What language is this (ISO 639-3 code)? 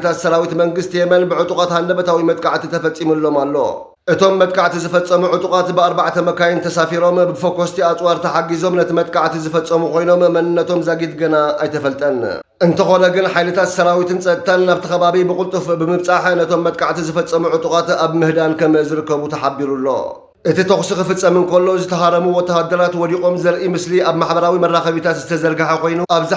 tir